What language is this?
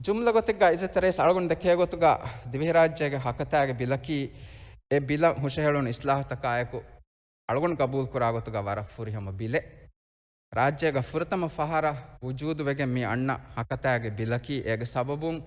Divehi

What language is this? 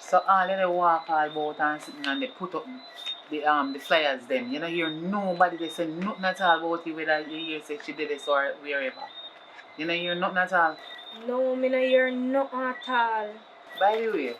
Jamaican Creole English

